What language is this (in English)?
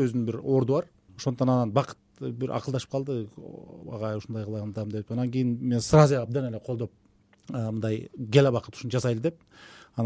Kyrgyz